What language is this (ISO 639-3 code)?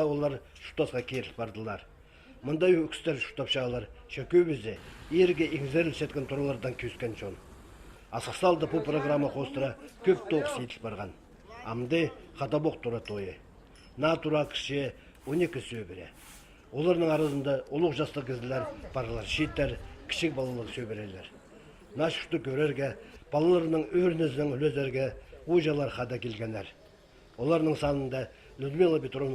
kjh